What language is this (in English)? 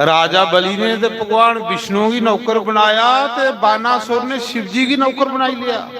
Dogri